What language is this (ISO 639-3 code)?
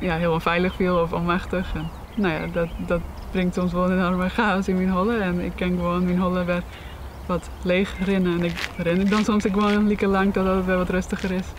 fry